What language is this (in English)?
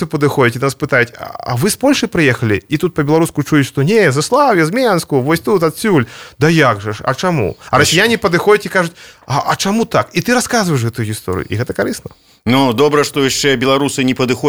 Belarusian